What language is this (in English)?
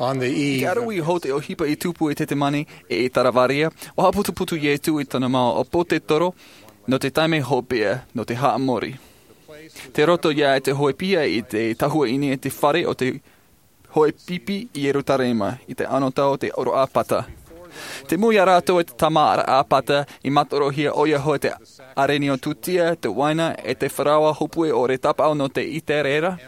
Tahitian